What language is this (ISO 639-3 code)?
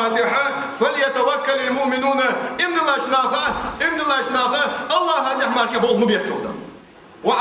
inh